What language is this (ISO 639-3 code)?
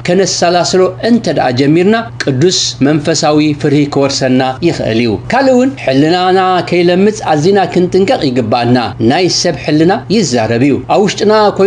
tir